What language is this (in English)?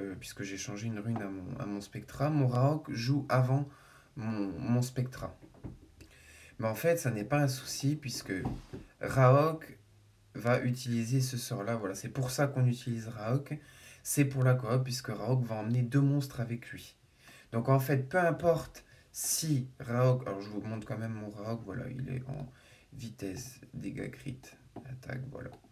French